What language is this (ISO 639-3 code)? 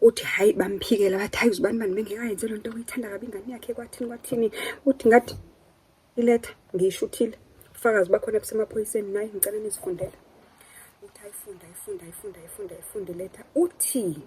zul